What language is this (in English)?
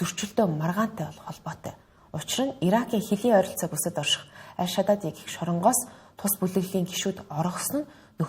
Mongolian